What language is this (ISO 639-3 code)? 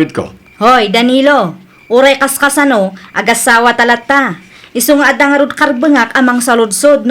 ilo